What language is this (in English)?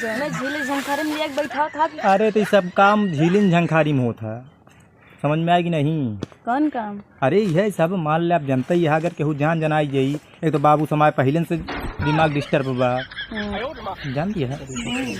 Awadhi